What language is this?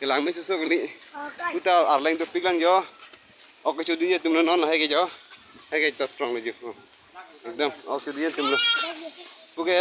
Karbi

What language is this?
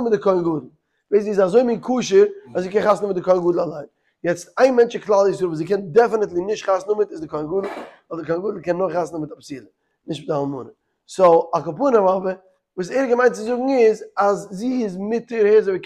Yiddish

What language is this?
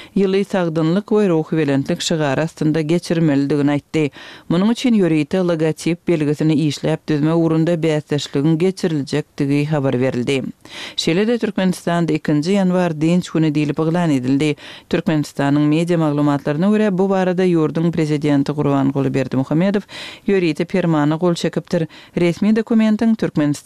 Turkmen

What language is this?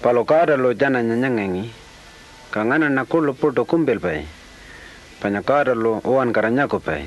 Pitjantjatjara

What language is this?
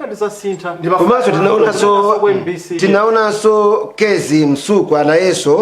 Nyanja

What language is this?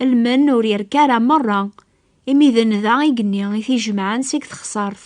Kabyle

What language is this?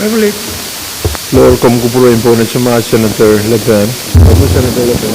Pohnpeian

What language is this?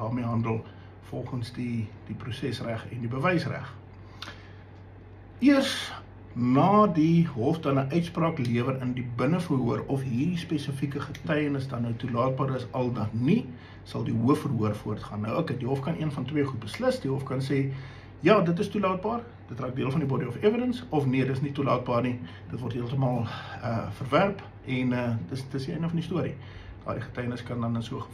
Afrikaans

